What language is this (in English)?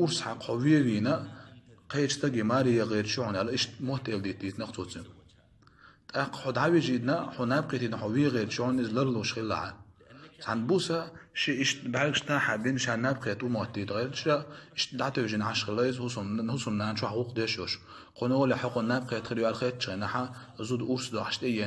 Chechen